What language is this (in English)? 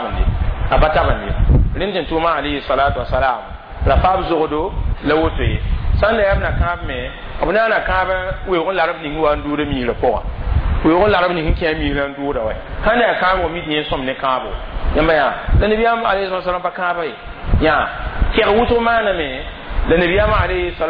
Mossi